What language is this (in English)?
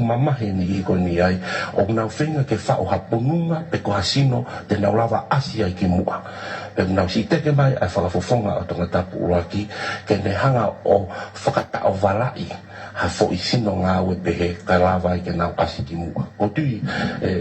Tongan